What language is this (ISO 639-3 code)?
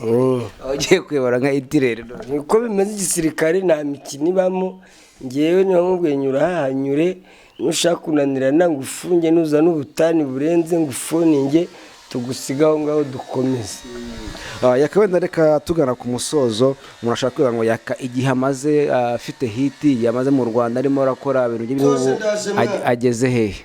kin